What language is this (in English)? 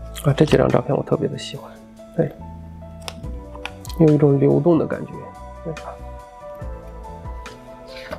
Chinese